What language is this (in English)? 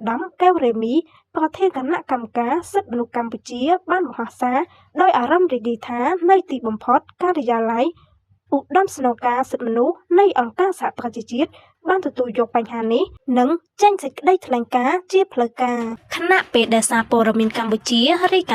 Khmer